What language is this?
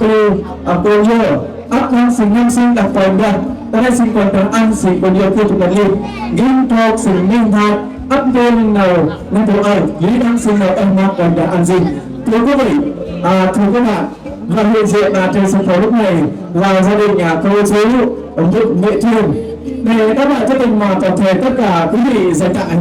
Central Mnong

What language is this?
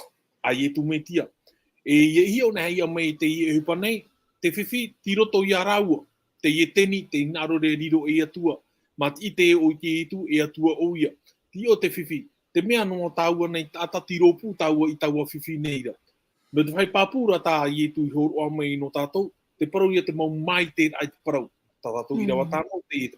Tahitian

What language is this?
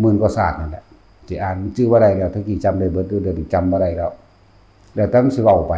Northeastern Thai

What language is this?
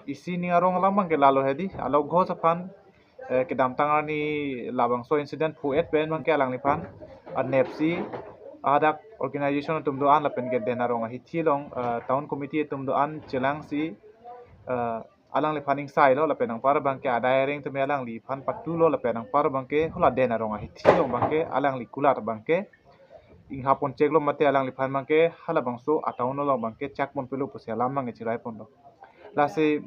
Karbi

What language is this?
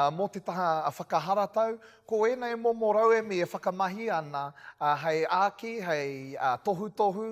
Māori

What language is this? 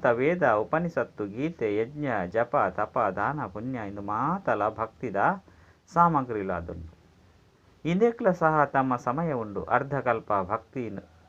Tulu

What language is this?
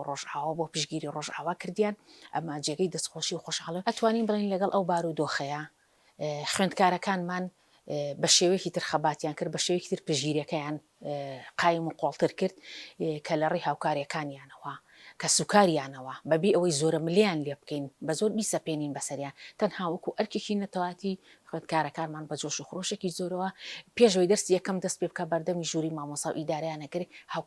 Central Kurdish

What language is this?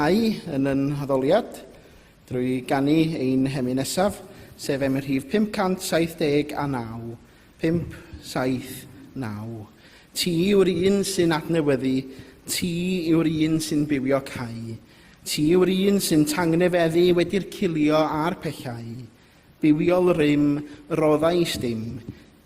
Welsh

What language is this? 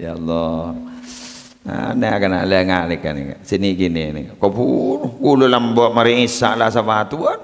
Madurese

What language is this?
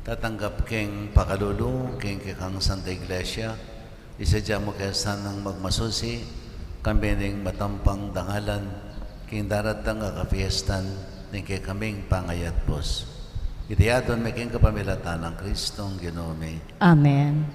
Pampanga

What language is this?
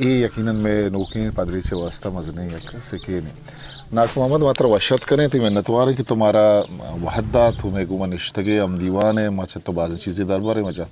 Eastern Balochi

